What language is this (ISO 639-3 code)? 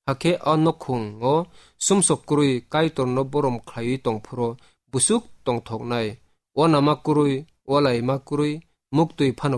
trp